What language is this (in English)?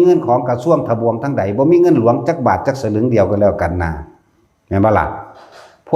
Lao